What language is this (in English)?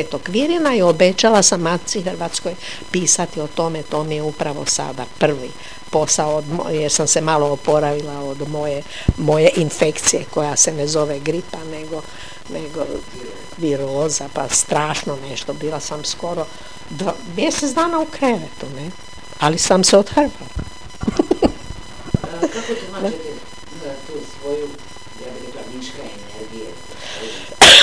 Croatian